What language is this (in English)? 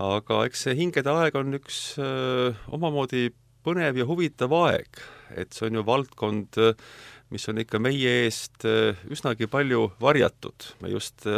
Estonian